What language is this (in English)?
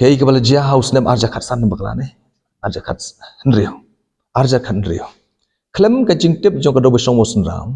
Khasi